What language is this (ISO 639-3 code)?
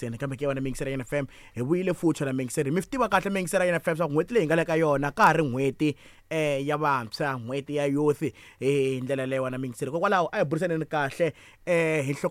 tso